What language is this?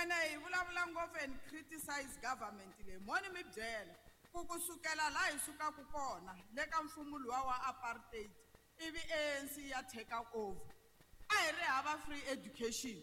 Tsonga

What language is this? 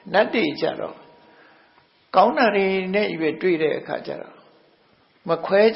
Burmese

